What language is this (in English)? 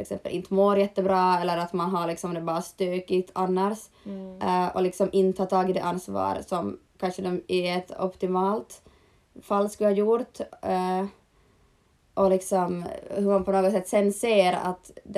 Swedish